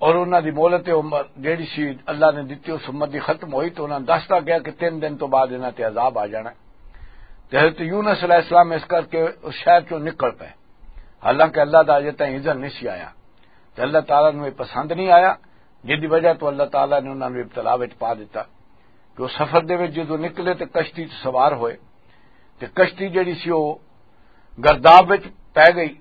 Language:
Western Panjabi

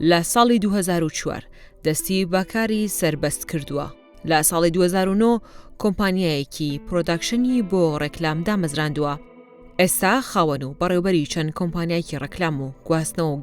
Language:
Central Kurdish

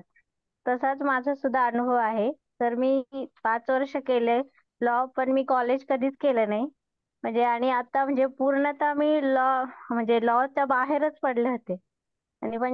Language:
Marathi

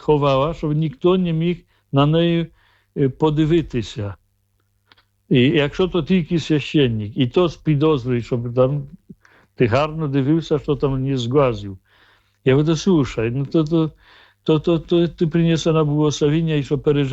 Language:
Ukrainian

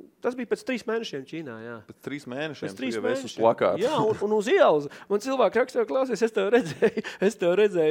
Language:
Latvian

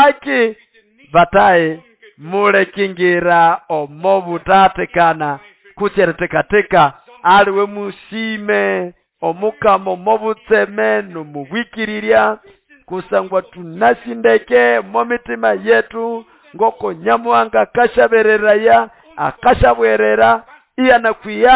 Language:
Nande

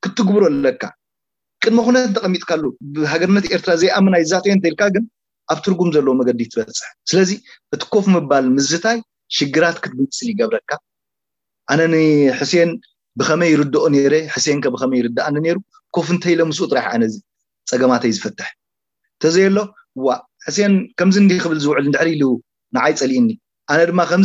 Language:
Tigrinya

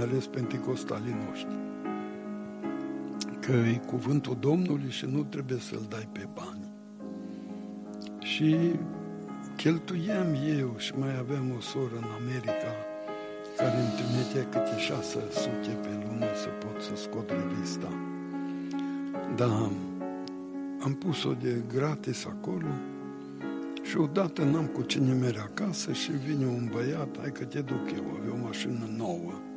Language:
Romanian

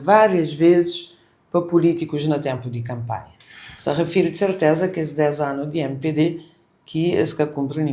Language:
Kabuverdianu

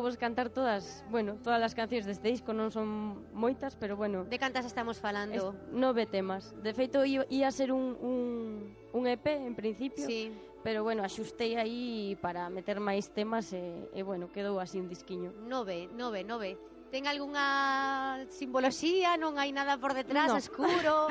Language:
Galician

